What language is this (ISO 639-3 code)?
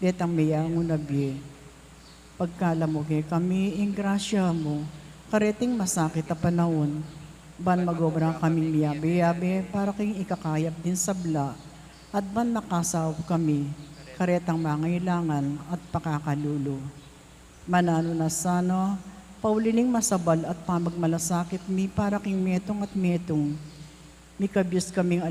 pam